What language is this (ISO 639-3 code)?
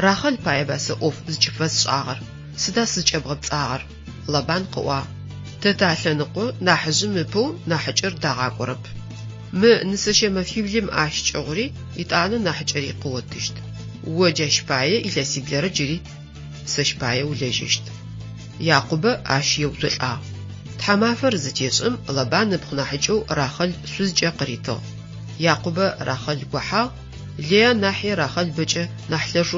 ady